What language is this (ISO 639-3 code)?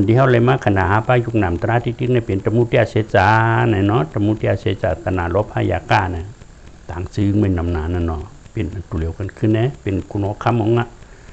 shn